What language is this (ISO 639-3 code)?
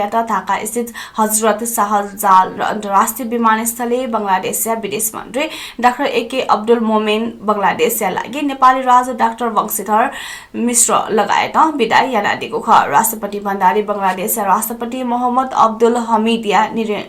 new